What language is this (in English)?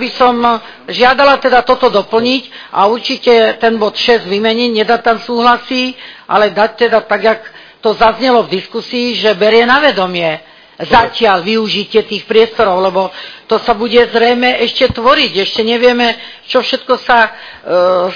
Slovak